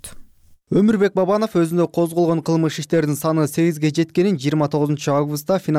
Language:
Kyrgyz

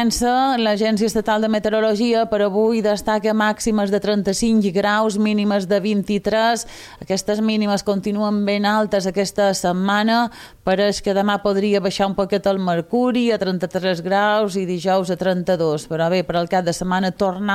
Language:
Catalan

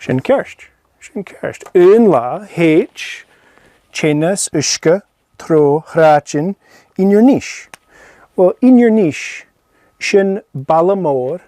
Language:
Scottish Gaelic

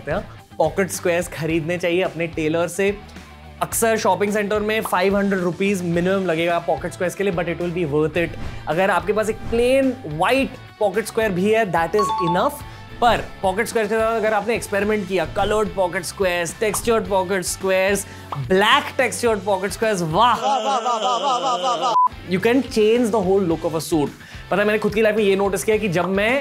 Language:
Hindi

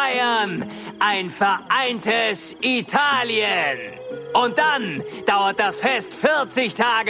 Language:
Bavarian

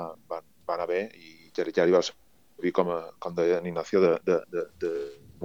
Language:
Catalan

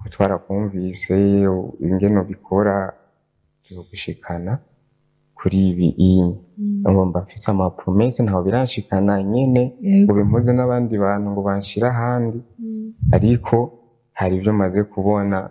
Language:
Rundi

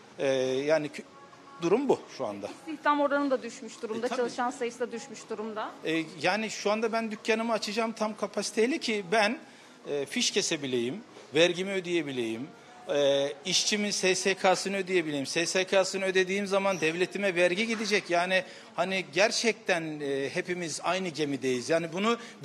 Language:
Turkish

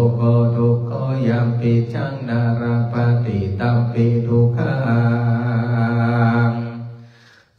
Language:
Pali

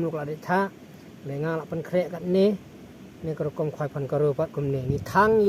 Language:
Khasi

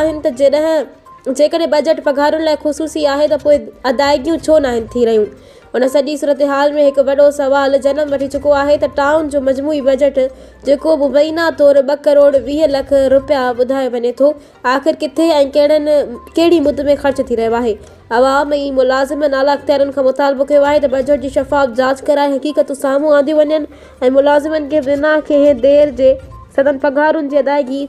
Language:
Sindhi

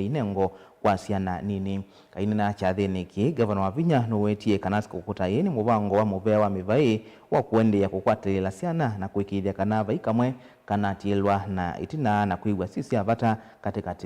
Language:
Kamba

